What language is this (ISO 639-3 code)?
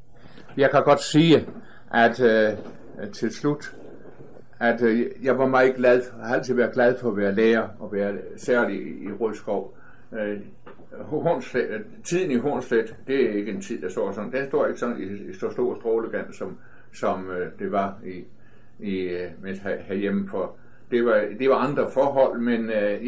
dan